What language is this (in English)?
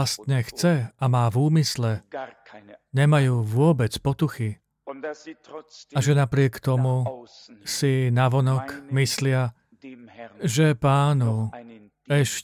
Slovak